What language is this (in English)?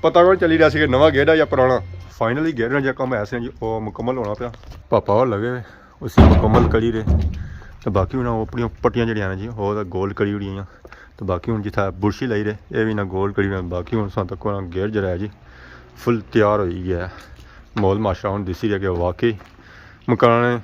Pahari-Potwari